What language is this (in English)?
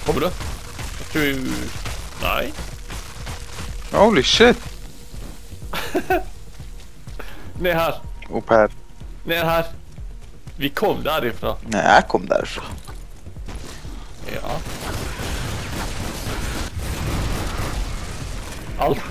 Norwegian